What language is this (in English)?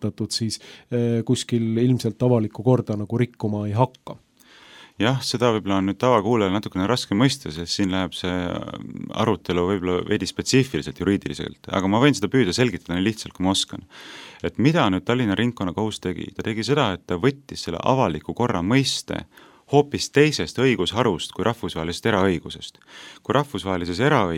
Estonian